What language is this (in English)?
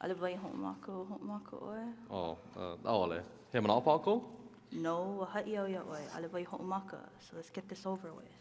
Hawaiian